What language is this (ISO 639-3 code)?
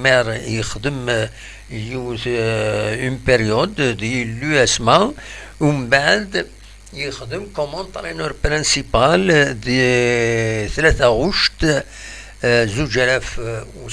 kab